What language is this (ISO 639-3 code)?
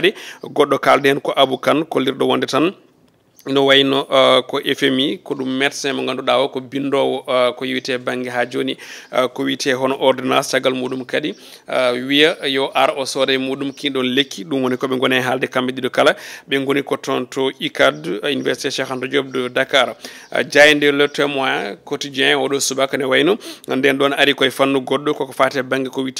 ful